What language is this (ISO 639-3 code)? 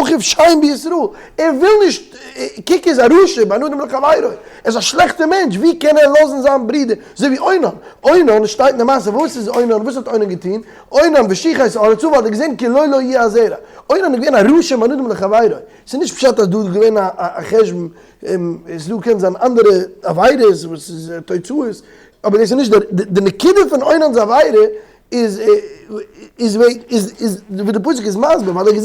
yid